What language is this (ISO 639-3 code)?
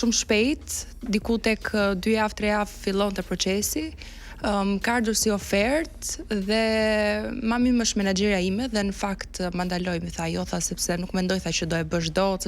sqi